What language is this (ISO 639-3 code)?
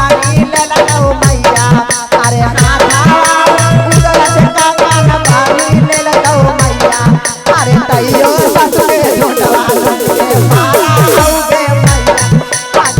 mag